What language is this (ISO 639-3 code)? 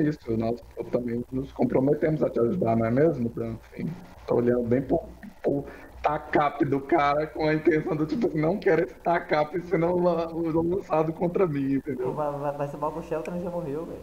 por